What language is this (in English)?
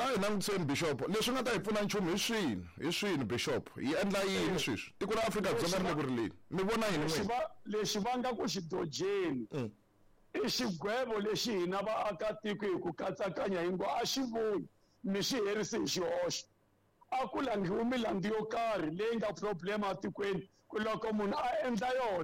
Tsonga